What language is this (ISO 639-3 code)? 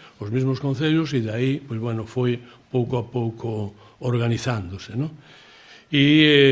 glg